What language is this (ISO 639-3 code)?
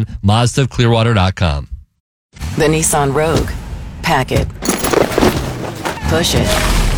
eng